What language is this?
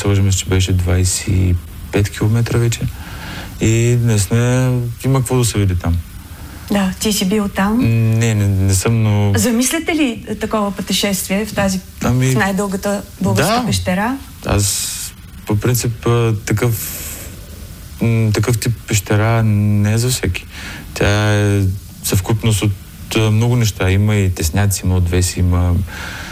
Bulgarian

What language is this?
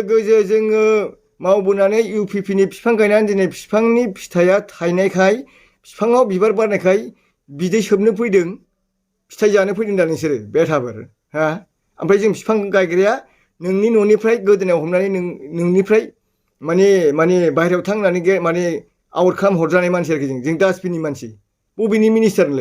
Bodo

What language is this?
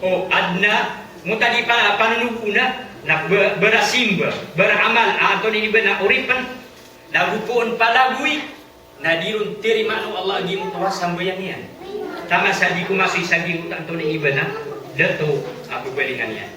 Maranao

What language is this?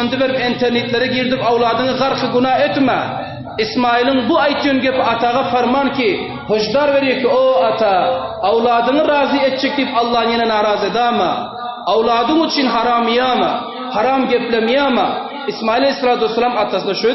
Turkmen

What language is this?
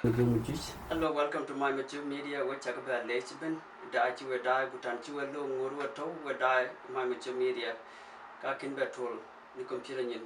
Dinka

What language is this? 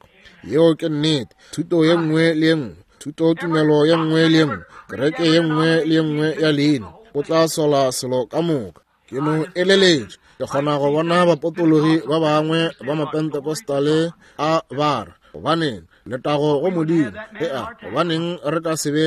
Northern Sotho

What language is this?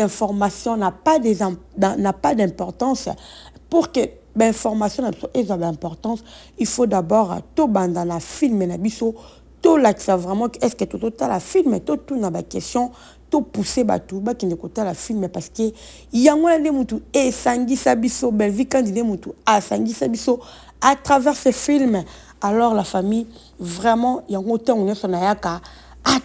Lingala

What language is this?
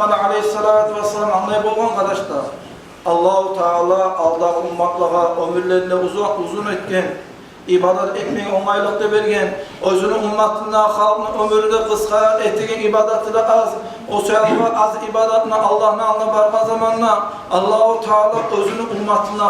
Kumyk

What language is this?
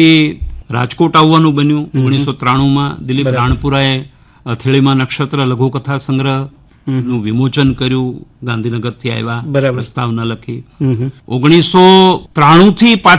Gujarati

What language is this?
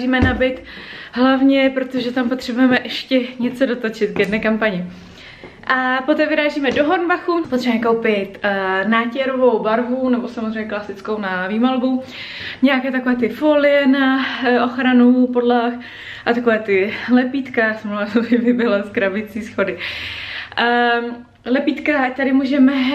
Czech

